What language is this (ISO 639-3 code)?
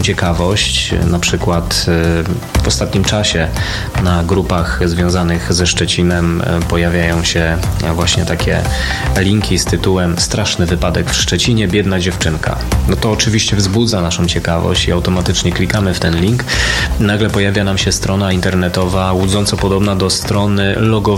pol